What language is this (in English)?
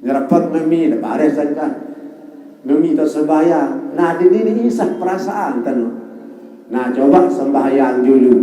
Sasak